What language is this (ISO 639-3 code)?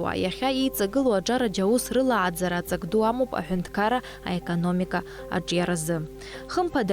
abk